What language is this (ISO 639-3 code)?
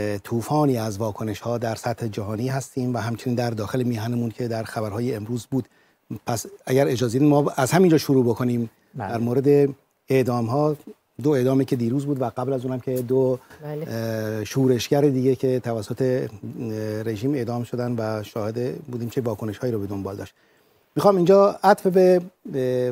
fas